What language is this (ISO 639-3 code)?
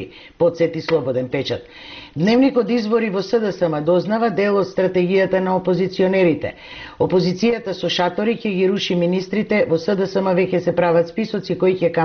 mkd